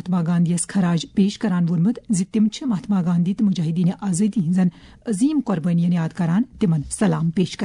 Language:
Kashmiri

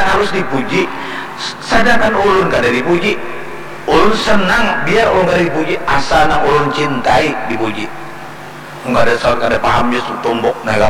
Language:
Banjar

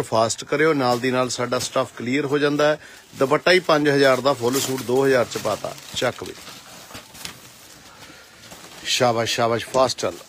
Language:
Punjabi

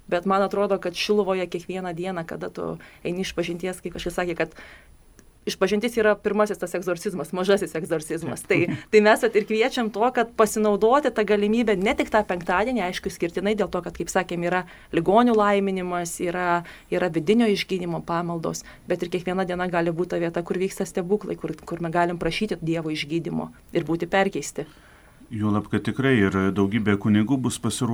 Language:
Lithuanian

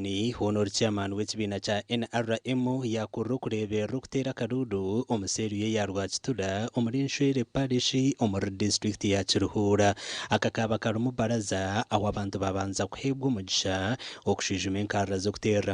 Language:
Nyankole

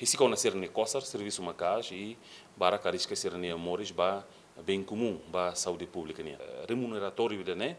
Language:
Tetum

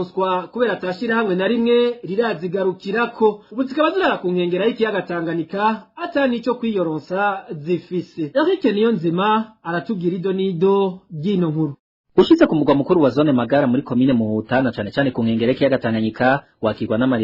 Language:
Rundi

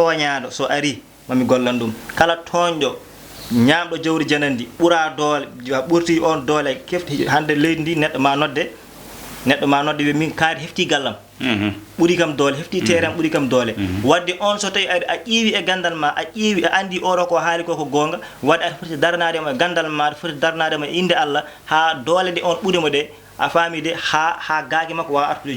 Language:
Fula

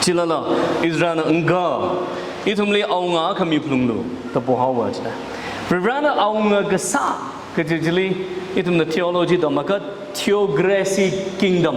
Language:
Tangkhul Naga (India)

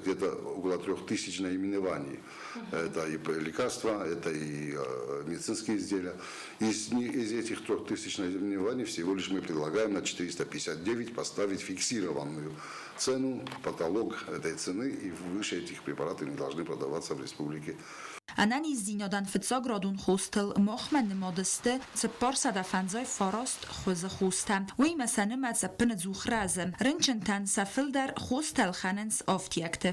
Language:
Ossetic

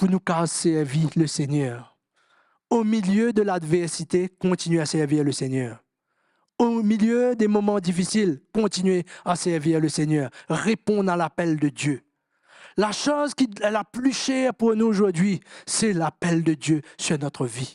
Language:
Morisyen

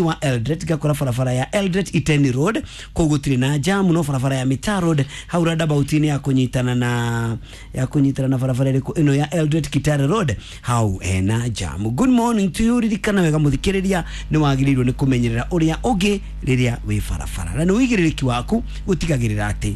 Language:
Kikuyu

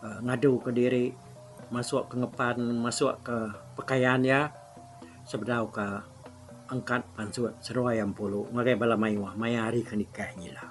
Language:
Iban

